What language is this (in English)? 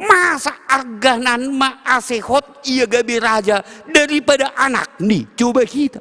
Batak Simalungun